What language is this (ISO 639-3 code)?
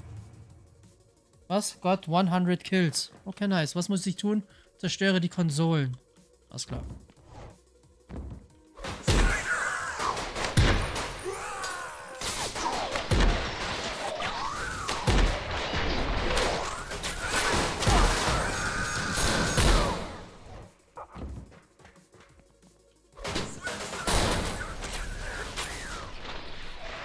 deu